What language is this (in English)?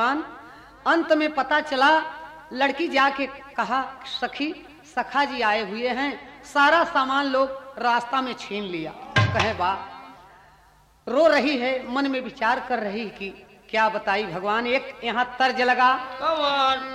Bhojpuri